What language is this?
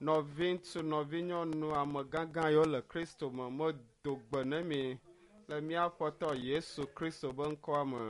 Ewe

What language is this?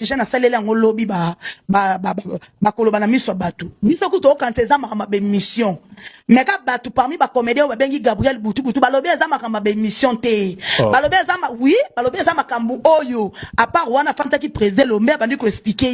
Lingala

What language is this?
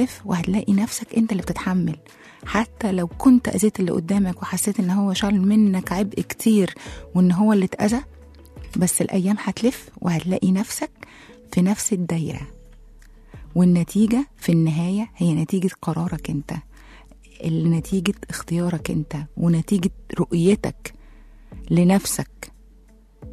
Egyptian Arabic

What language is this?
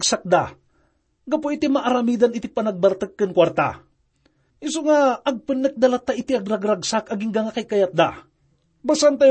Iloko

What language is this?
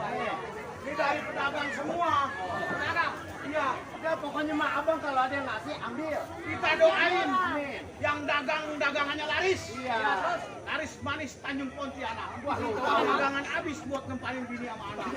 Betawi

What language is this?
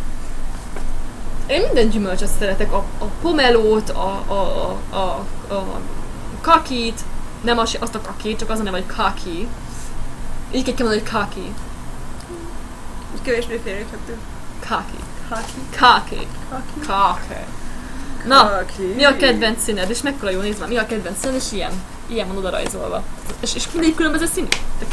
Hungarian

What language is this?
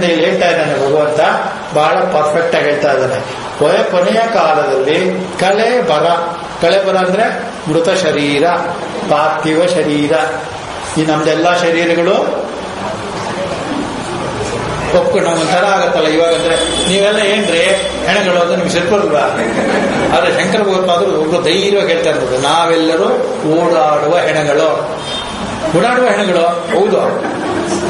Kannada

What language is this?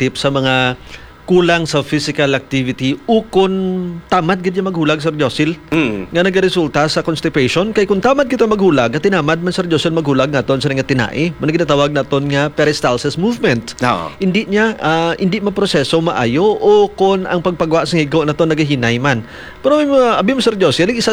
Hiligaynon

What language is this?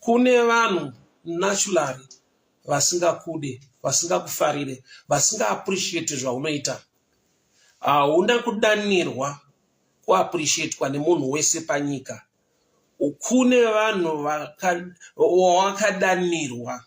Shona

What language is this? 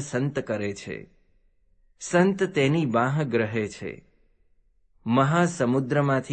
Gujarati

